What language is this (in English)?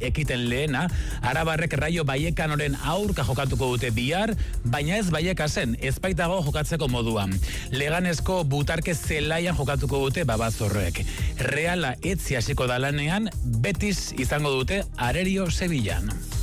Basque